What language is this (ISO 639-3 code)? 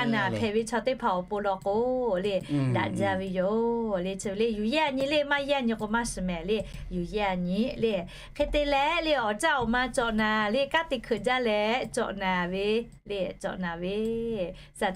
lhu